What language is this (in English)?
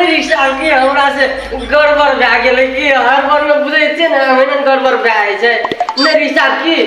Maithili